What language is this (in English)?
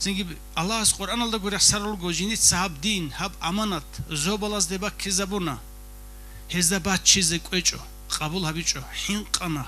Avaric